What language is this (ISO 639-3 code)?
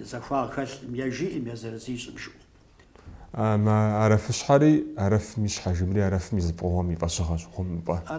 kbd